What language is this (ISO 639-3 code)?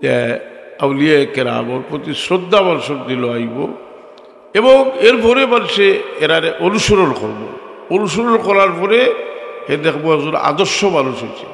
syl